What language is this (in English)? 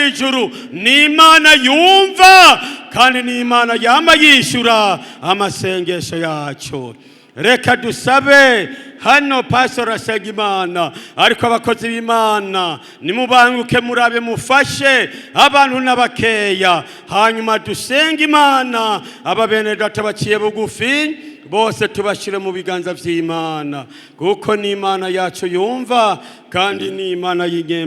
Rundi